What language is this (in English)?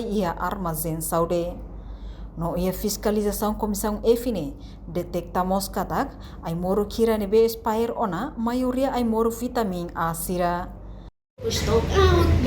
Tetum